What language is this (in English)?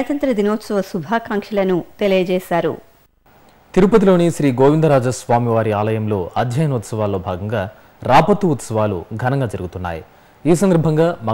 Telugu